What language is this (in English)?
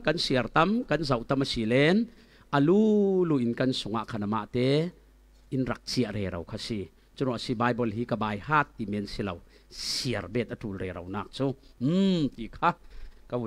Falam Chin